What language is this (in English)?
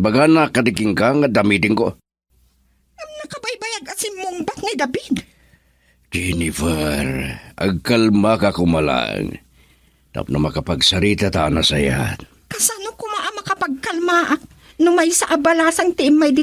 Iloko